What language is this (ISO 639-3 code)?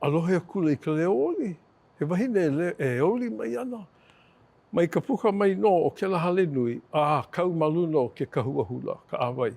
haw